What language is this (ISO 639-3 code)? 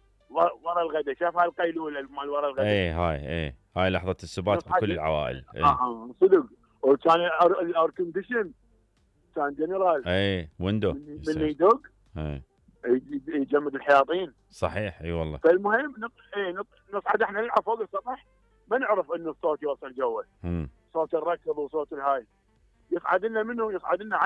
acm